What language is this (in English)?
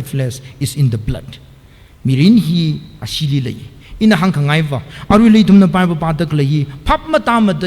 Tangkhul Naga (India)